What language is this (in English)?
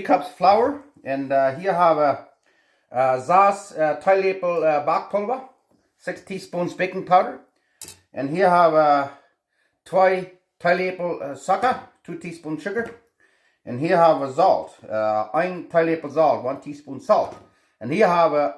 Plautdietsch